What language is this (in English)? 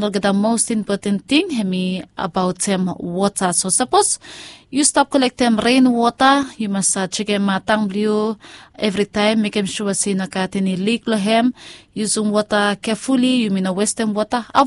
Bislama